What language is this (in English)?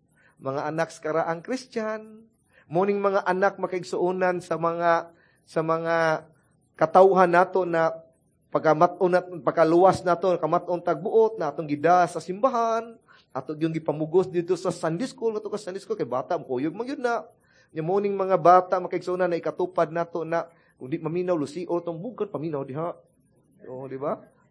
Cebuano